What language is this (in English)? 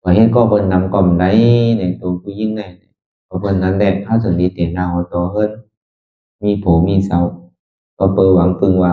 Shan